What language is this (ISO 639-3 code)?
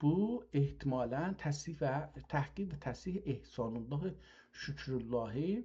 azb